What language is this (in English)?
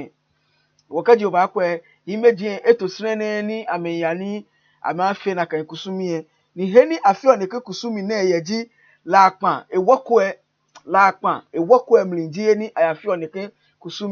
Ga